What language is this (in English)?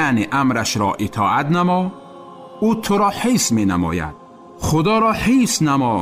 Tajik